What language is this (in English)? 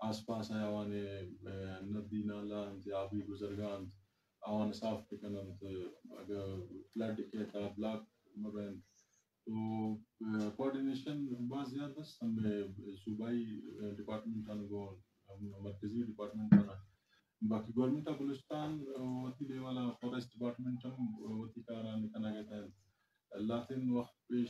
Eastern Balochi